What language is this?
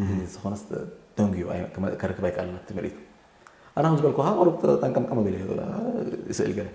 Tigrinya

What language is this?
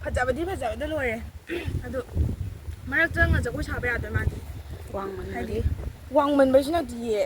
Manipuri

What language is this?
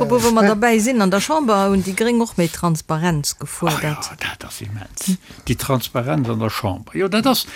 Luxembourgish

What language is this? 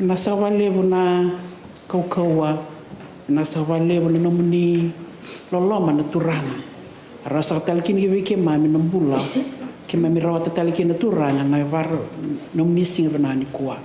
Fijian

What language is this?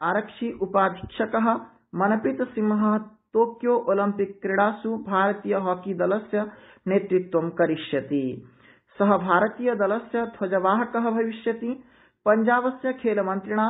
Sanskrit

